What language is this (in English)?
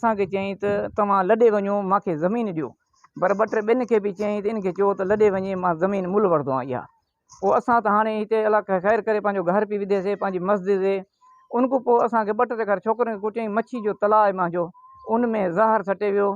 Sindhi